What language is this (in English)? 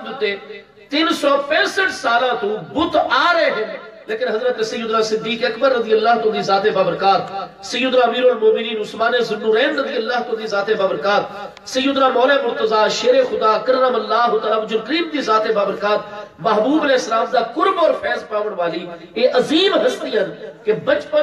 Saraiki